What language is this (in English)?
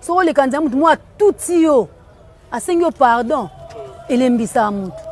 Lingala